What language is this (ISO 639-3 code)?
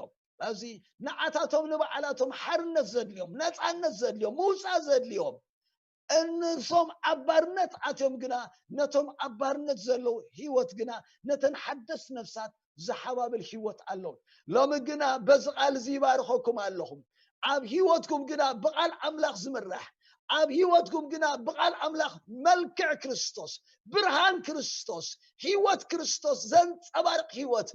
tir